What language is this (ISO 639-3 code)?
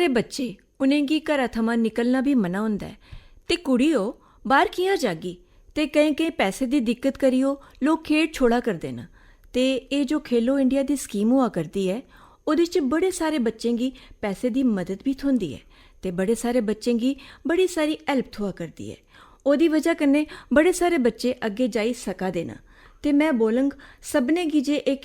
doi